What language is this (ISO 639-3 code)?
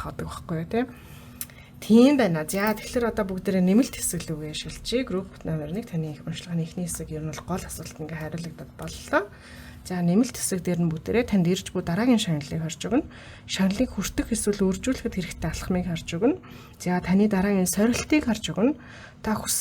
mon